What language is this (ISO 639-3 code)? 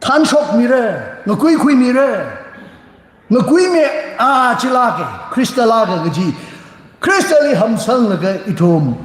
nmf